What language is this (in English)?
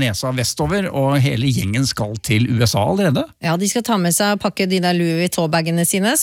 Norwegian